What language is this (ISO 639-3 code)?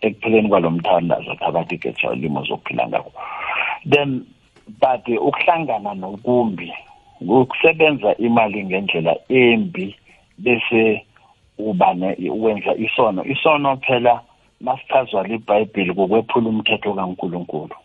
nbl